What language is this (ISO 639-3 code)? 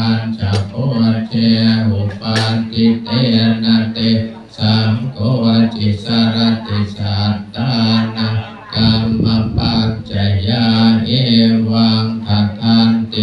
pli